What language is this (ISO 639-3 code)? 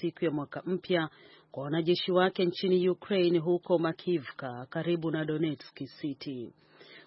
swa